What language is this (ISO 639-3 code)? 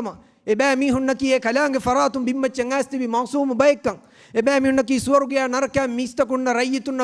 div